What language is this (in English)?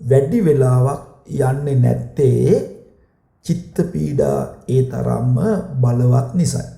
Sinhala